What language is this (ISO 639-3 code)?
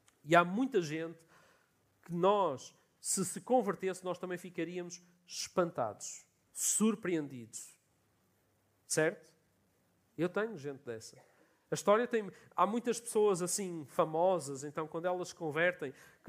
por